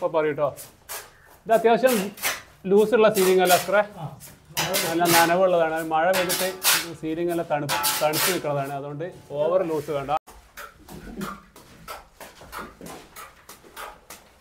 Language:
Malayalam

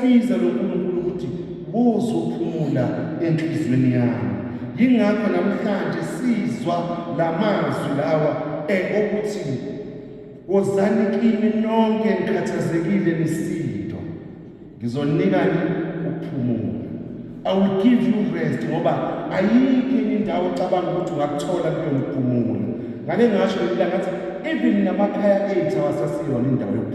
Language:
Zulu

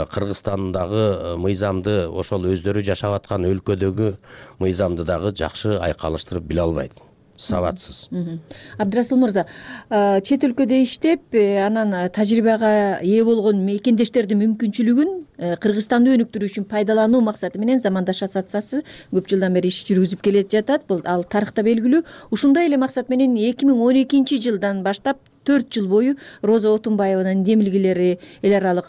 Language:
Kyrgyz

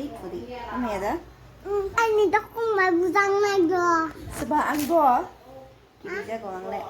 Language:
Kok Borok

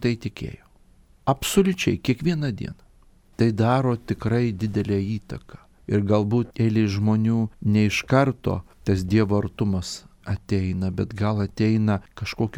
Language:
Lithuanian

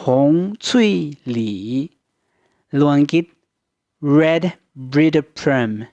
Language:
Hmong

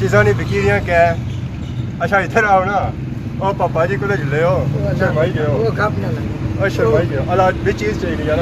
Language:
Pahari-Potwari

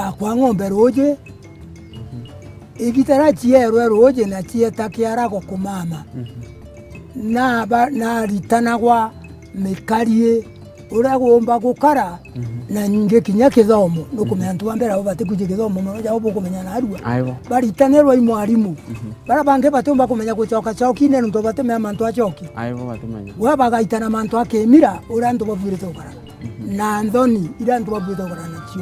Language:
Meru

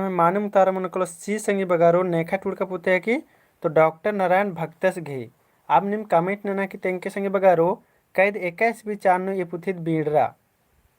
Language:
Kurukh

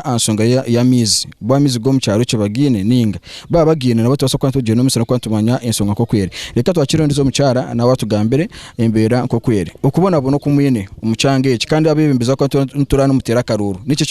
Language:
Nyankole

